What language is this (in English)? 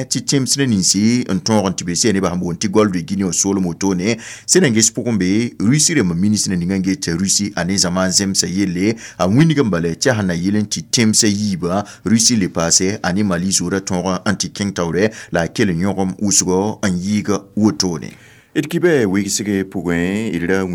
Mossi